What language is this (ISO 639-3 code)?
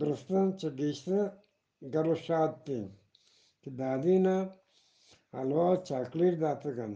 bgp